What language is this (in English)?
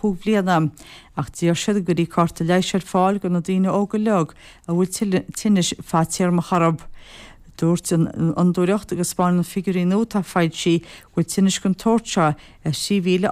Irish